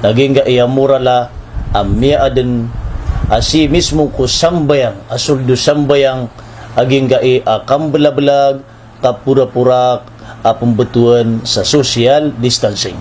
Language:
Maranao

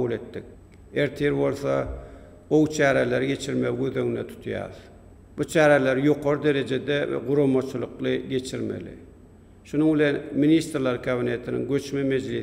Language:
Turkmen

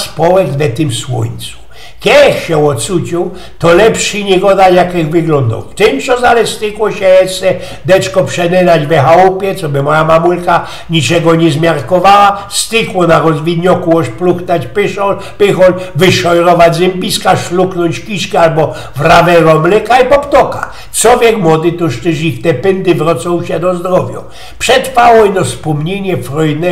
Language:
Silesian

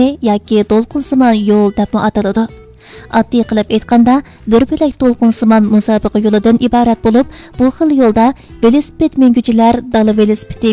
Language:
Uyghur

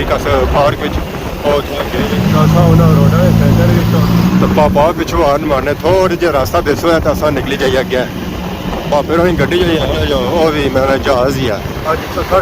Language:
Pahari-Potwari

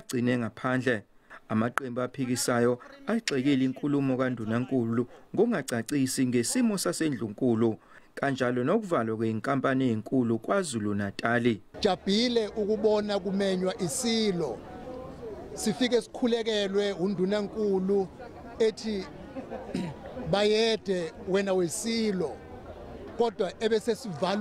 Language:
Zulu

